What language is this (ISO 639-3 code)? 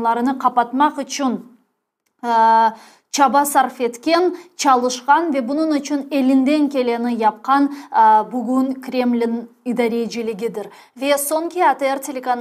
crh